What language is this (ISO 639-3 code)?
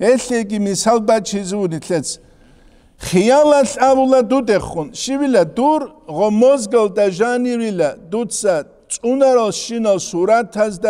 ava